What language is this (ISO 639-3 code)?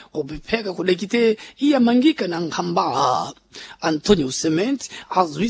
seh